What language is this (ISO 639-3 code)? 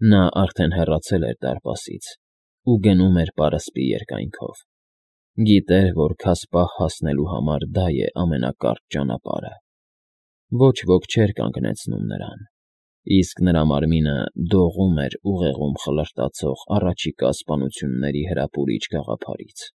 hye